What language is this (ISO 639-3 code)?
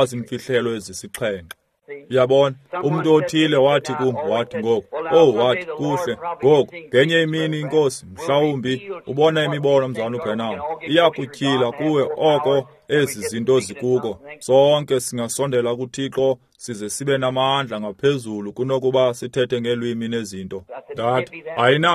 xho